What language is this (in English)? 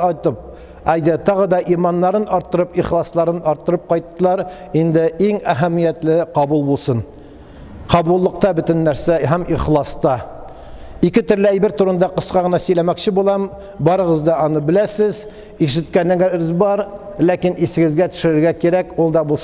Tatar